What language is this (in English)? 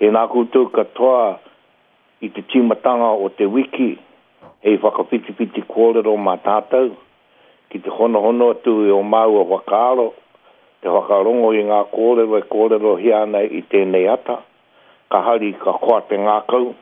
Māori